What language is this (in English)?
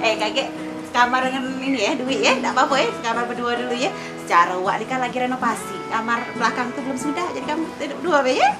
Musi